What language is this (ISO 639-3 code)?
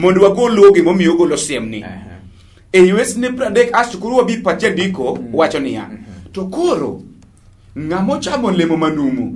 luo